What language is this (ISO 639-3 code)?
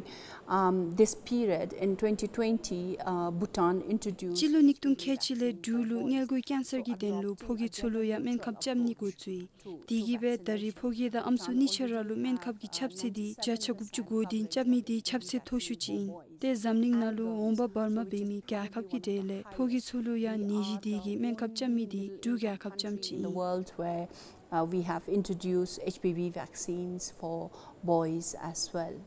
dzo